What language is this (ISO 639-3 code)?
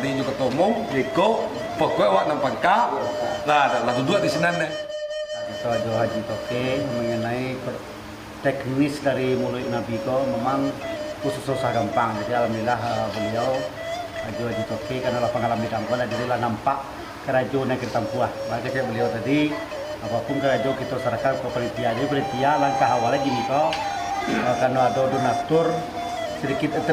min